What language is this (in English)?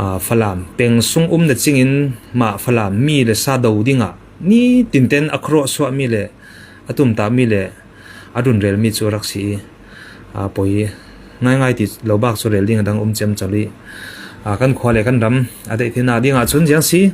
Falam Chin